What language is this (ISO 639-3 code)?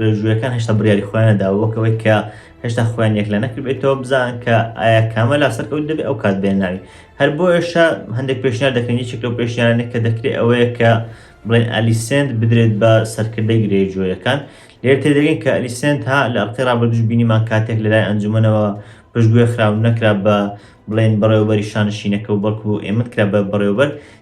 ckb